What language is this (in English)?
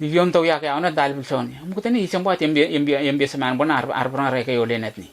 Letemboi